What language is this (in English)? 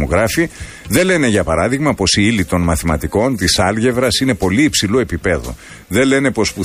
Greek